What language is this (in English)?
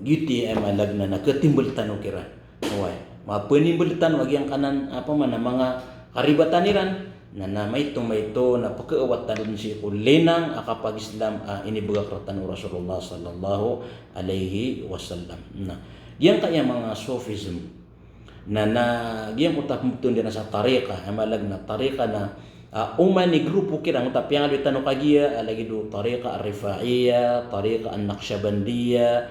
Maranao